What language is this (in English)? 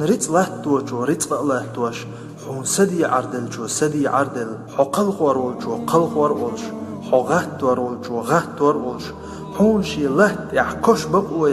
Chechen